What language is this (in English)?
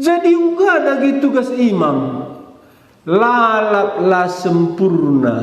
Batak Karo